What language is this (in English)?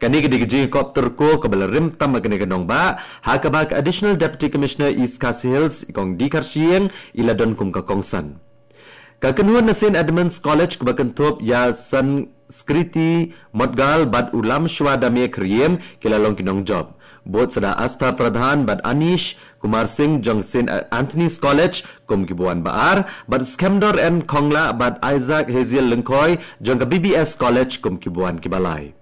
Khasi